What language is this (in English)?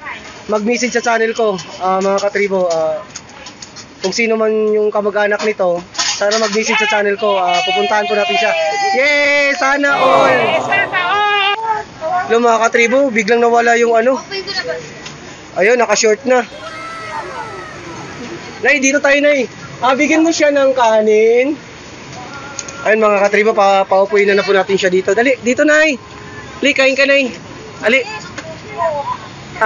Filipino